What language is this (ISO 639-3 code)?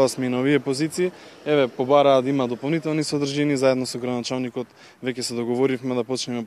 mkd